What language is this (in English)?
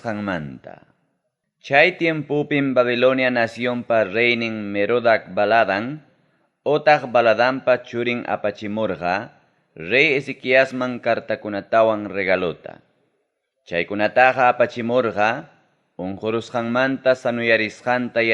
Ayacucho Quechua